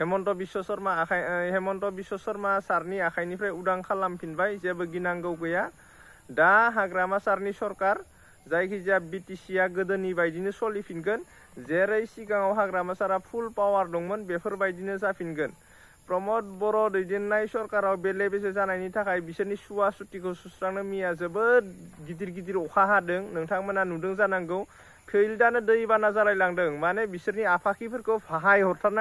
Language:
Bodo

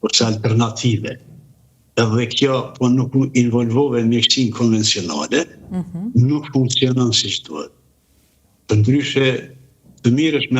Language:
Albanian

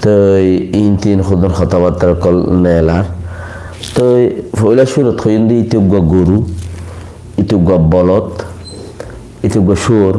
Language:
Rohingya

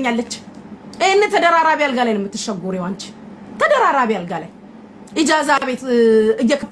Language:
Amharic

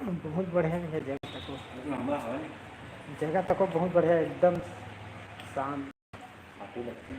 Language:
Chhattisgarhi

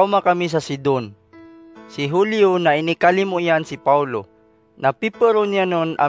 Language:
Maranao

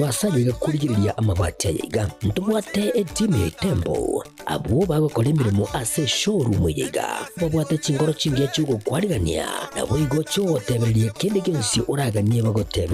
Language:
Gusii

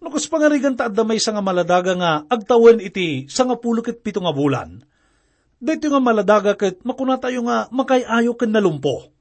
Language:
Iloko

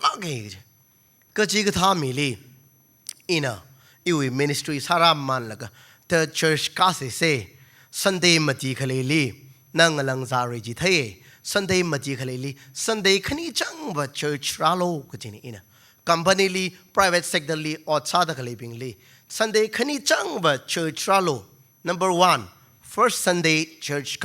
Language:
Tangkhul Naga (India)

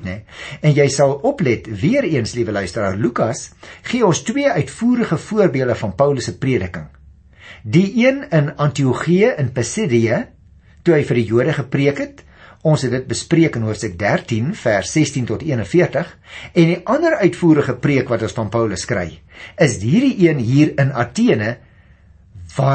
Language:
Afrikaans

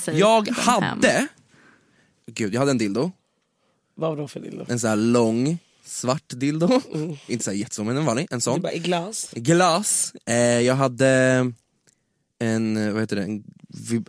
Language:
Swedish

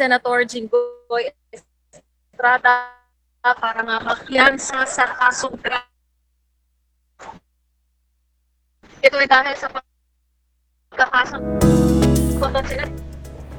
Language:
Filipino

